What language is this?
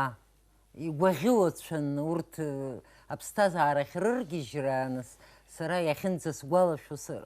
Abkhazian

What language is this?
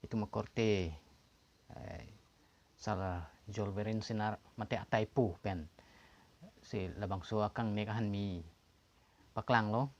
Karbi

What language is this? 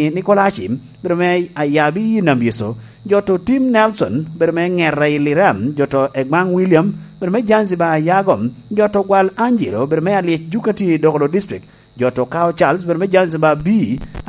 Lango (Uganda)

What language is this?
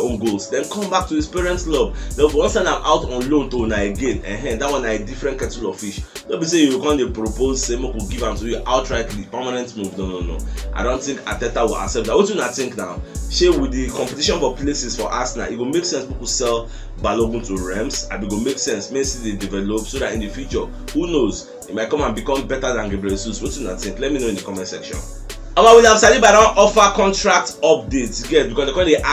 Nigerian Pidgin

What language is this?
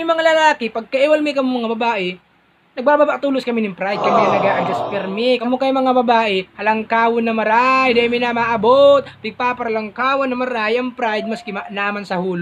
Bikol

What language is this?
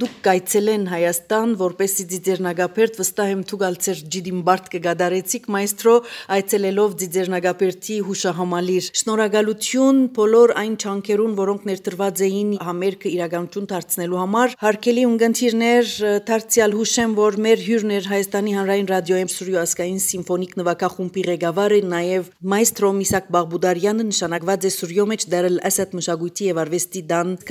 Armenian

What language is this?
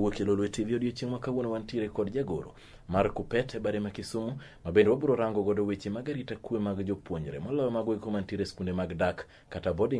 Luo (Kenya and Tanzania)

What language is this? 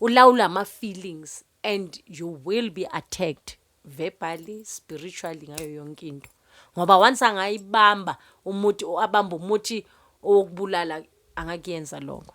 Zulu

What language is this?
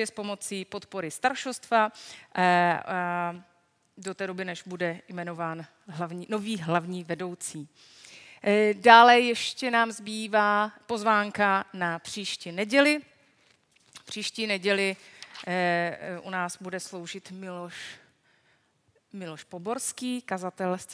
Czech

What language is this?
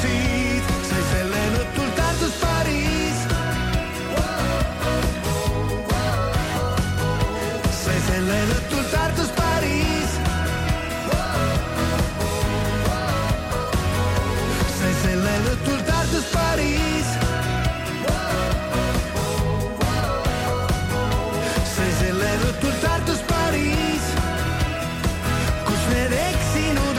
Estonian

